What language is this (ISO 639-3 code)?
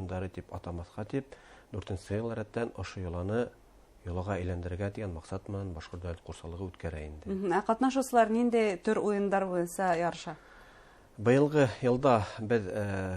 bak